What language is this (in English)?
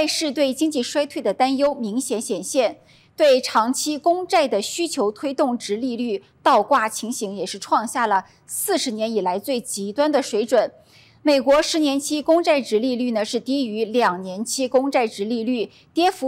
Chinese